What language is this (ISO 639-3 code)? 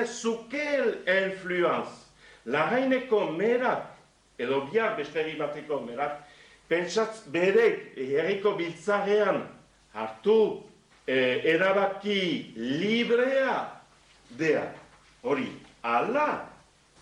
eus